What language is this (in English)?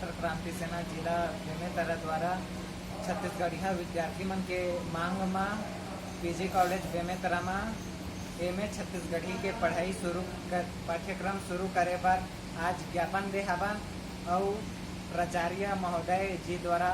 Chhattisgarhi